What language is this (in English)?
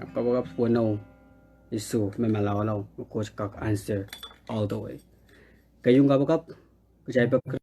Pohnpeian